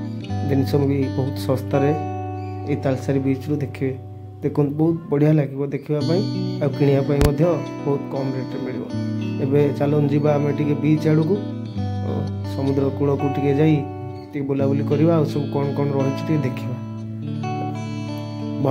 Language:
Odia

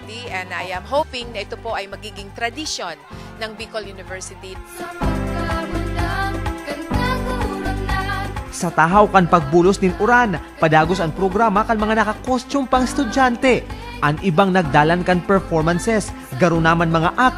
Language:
Bikol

